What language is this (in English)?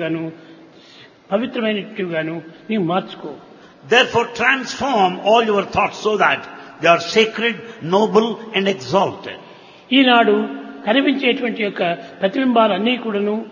Telugu